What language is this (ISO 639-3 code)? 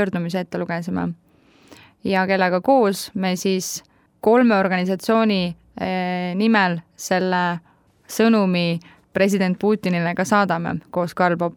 est